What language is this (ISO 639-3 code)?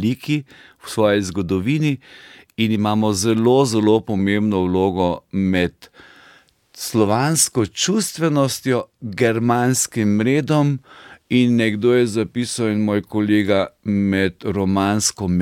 slv